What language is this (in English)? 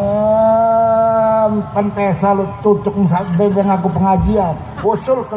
Sasak